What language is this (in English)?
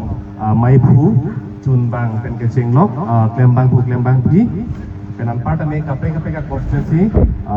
Karbi